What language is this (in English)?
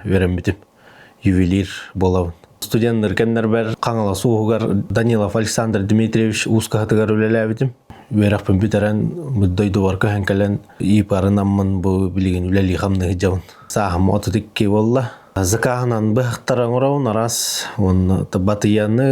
Yakut